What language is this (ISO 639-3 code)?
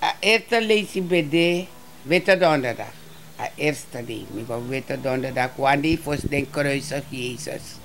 srn